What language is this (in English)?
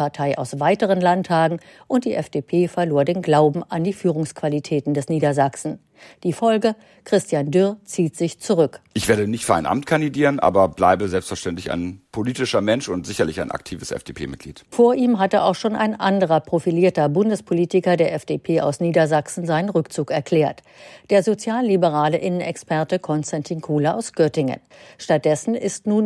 German